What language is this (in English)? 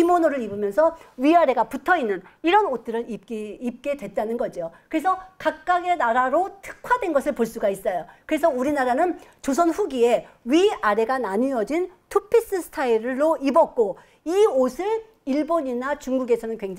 Korean